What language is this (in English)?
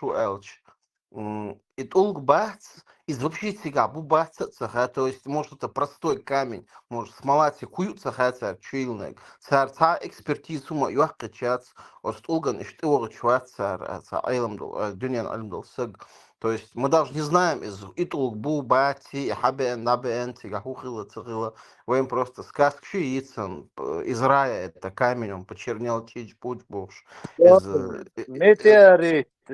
Chechen